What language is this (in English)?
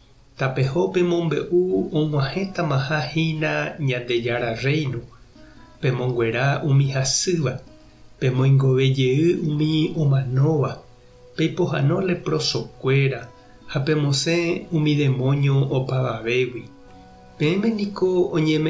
Guarani